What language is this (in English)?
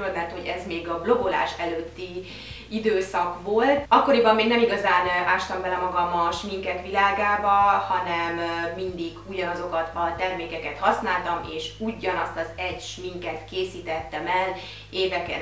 Hungarian